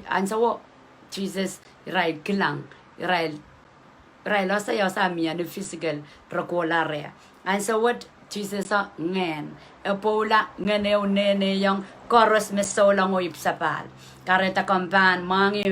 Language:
Pohnpeian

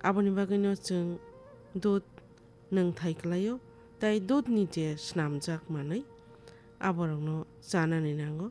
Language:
Kok Borok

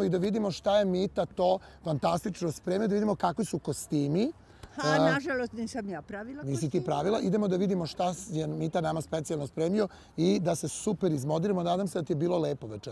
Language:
Serbian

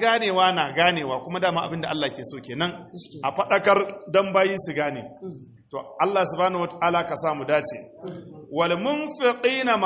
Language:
Hausa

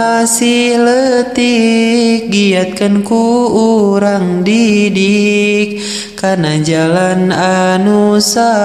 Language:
Sundanese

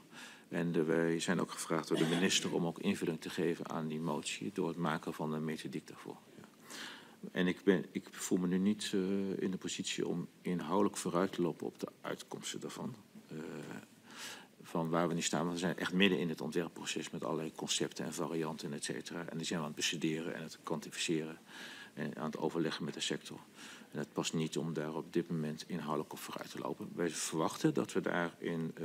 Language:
Dutch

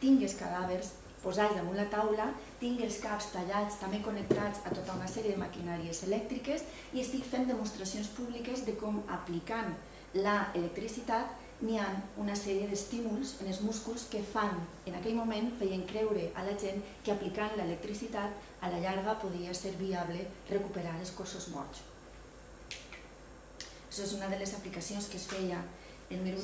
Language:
Catalan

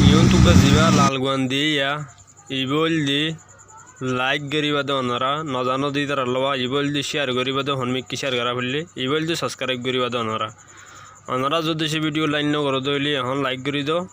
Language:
Rohingya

